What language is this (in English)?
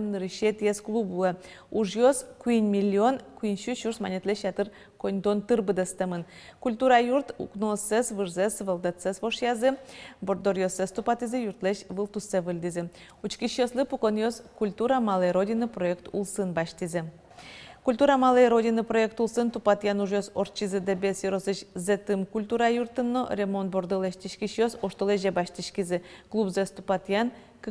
Udmurt